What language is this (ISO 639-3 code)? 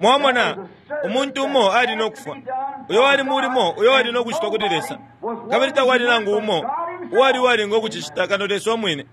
bem